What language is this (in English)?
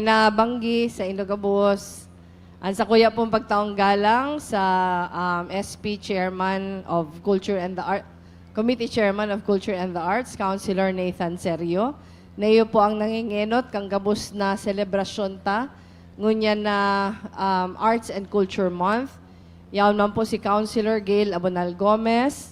Bikol